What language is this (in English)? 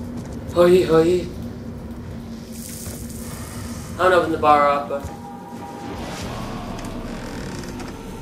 English